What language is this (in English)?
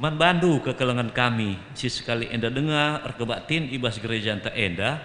Batak Karo